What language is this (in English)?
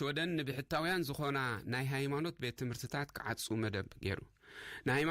Tigrinya